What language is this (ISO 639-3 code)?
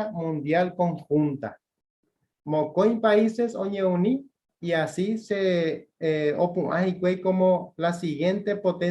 grn